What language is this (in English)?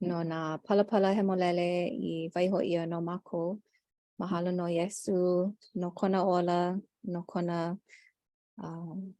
Hawaiian